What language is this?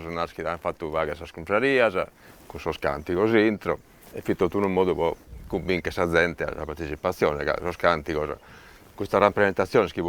Sardinian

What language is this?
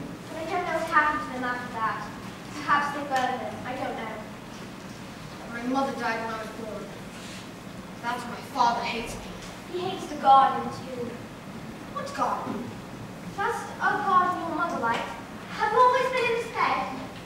English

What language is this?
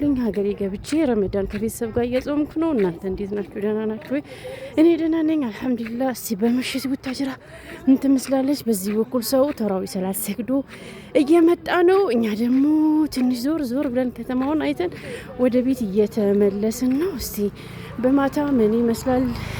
Amharic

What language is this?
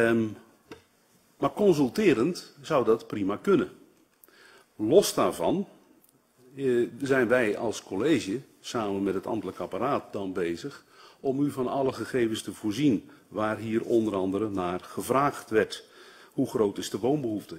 Dutch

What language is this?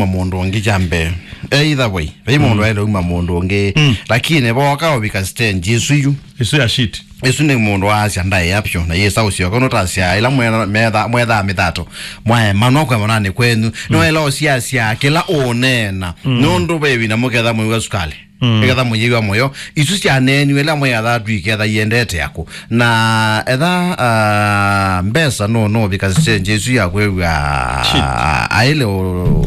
Kamba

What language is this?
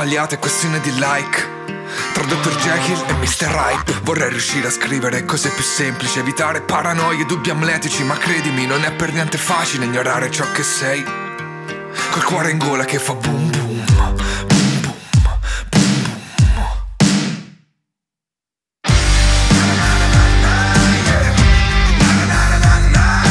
Italian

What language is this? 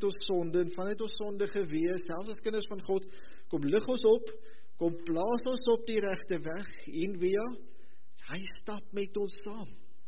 Afrikaans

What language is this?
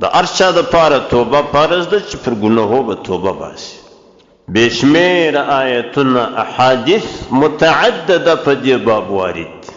Pashto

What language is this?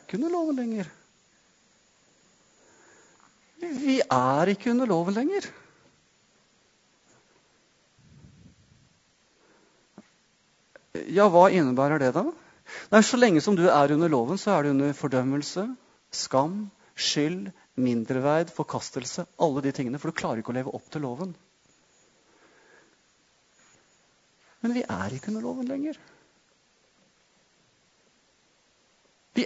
Norwegian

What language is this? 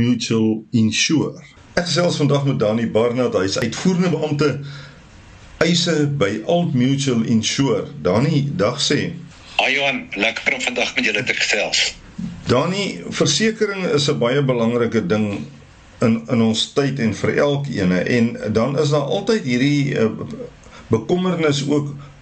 Afrikaans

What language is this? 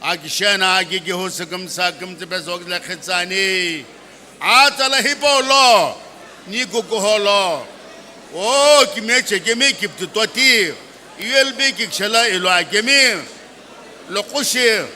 Sumi Naga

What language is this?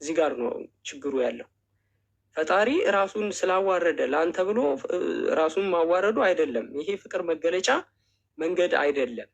Amharic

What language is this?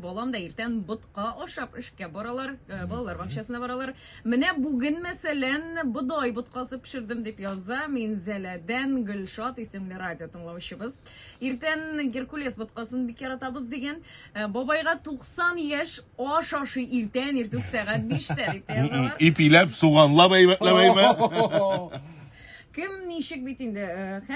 Tatar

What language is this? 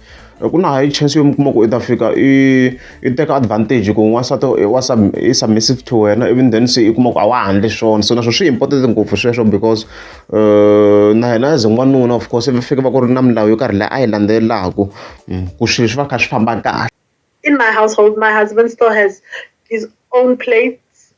Tsonga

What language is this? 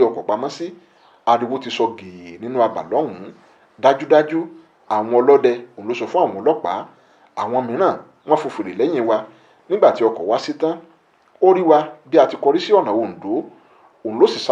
Yoruba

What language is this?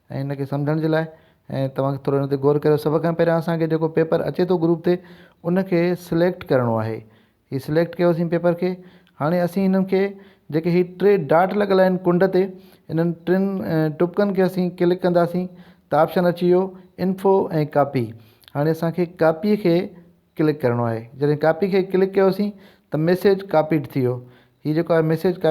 Sindhi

